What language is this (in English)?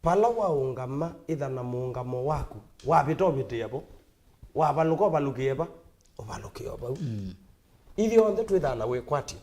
Kamba